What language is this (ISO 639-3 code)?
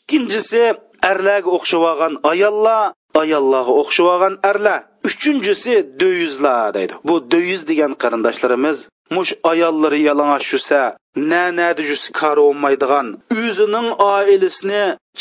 uig